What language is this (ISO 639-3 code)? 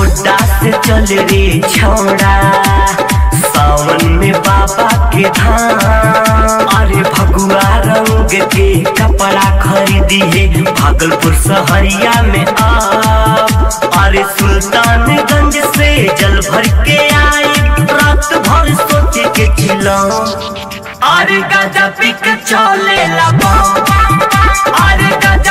bho